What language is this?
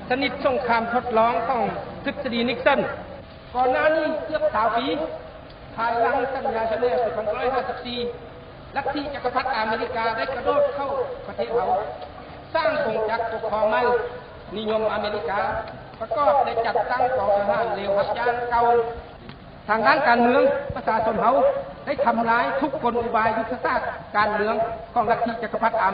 Lao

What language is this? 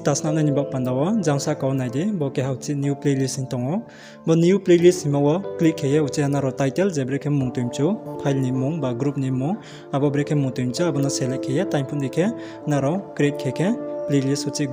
Riang (India)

